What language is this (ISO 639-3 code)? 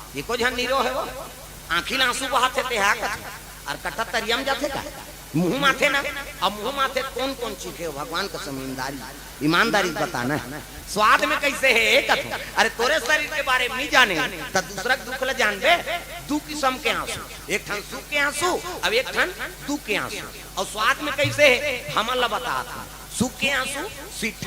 hne